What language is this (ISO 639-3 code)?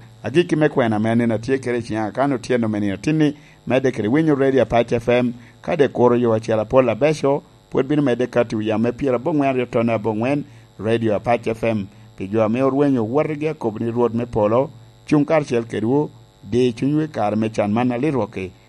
laj